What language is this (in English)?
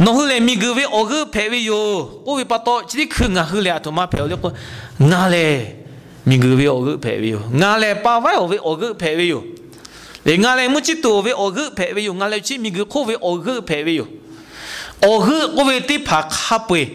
Lahu